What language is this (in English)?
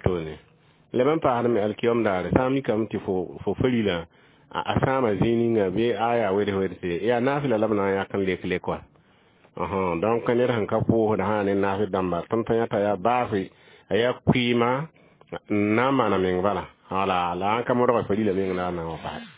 Mossi